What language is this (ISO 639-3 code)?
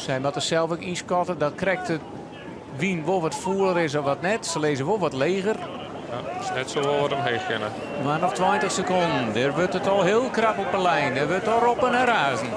fry